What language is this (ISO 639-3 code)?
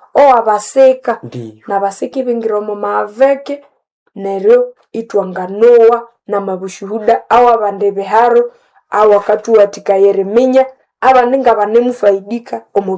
nnb